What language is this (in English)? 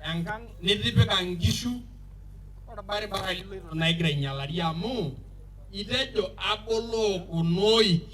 Masai